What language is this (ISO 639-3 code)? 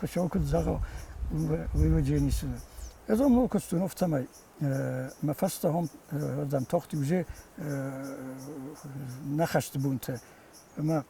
oss